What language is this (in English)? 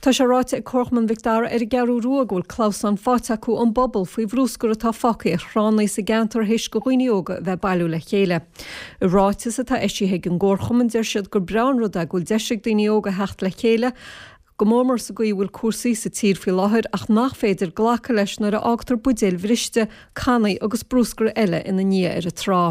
Irish